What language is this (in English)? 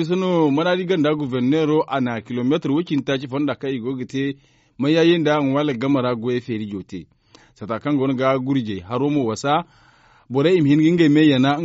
Zarma